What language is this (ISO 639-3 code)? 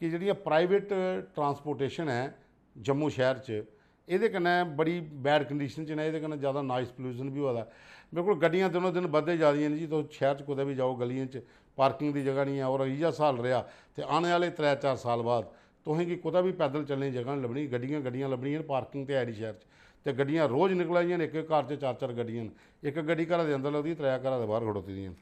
doi